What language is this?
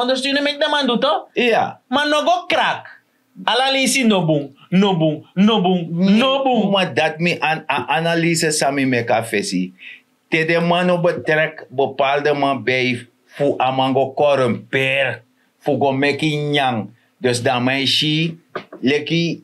Sranan Tongo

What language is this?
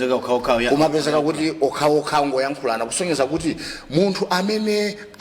Nyanja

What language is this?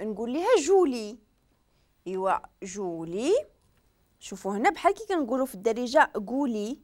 Moroccan Arabic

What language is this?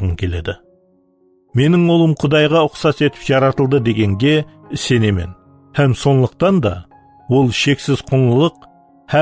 Kara-Kalpak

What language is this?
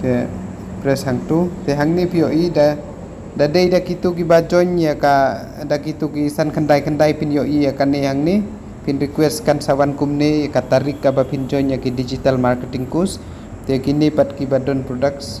Khasi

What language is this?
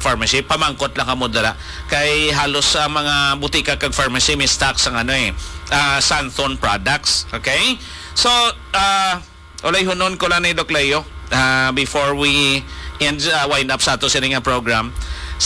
Hiligaynon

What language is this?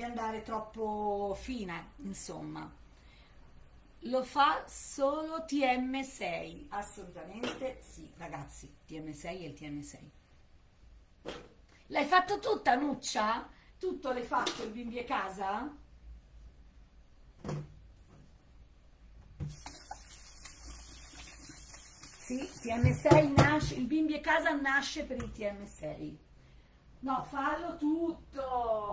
Italian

